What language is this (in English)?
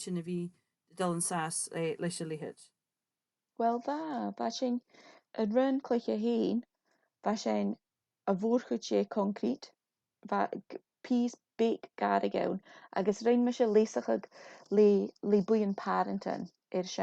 Scottish Gaelic